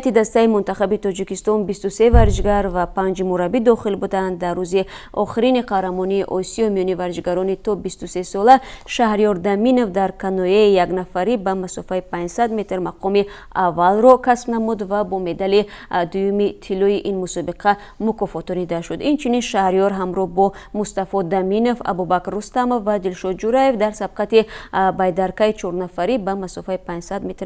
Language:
Tajik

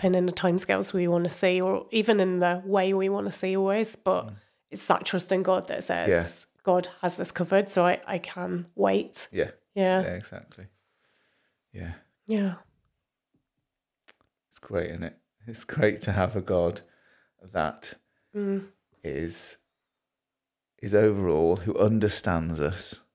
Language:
English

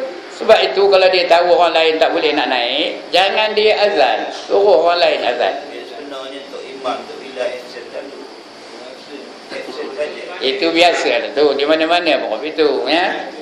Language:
Malay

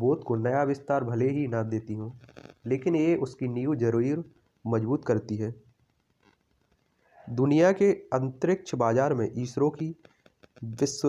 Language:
Hindi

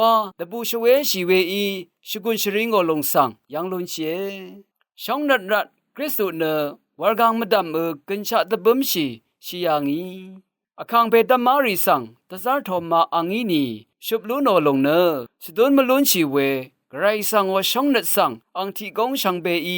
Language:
Rawang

